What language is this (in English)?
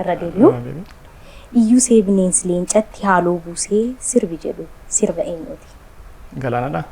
Oromo